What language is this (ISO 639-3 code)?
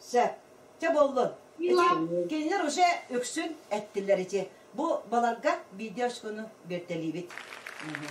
sah